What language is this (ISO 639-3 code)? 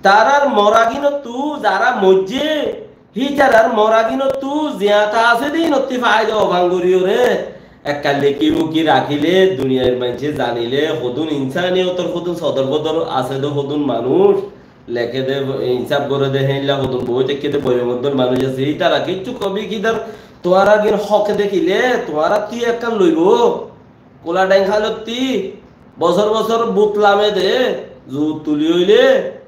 rhg